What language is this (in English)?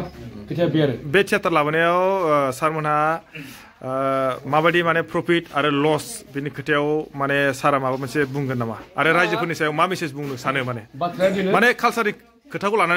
Bodo